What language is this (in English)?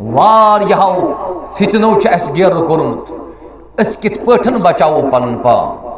Kashmiri